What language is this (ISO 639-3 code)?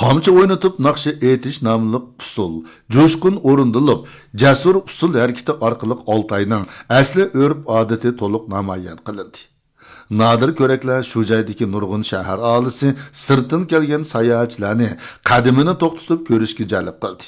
uig